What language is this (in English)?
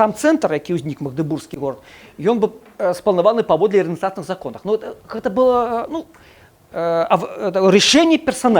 Belarusian